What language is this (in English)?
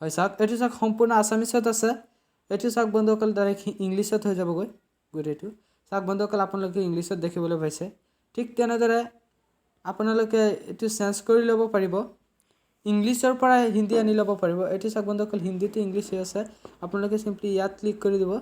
Assamese